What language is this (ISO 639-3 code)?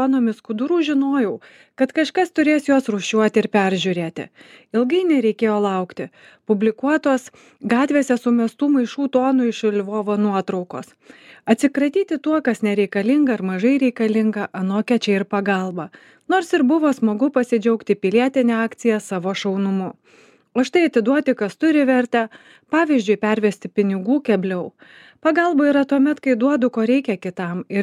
lit